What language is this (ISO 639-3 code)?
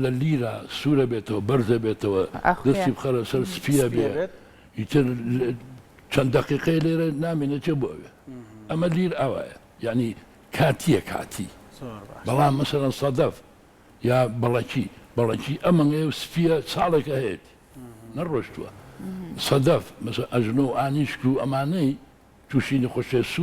ckb